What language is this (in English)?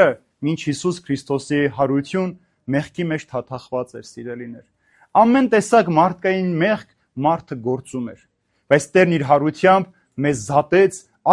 Armenian